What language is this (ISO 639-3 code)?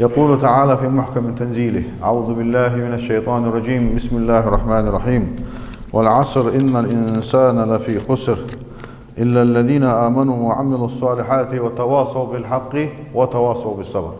inh